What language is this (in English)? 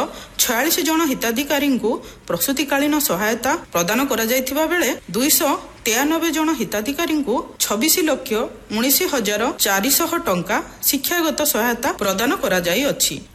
Odia